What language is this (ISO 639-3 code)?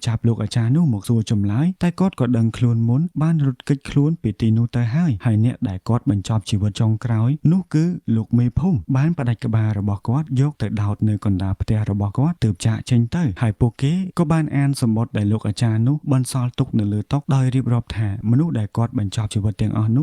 khm